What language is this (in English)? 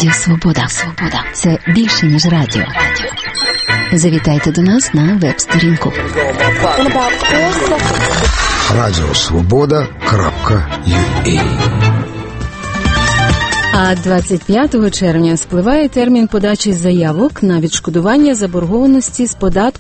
Ukrainian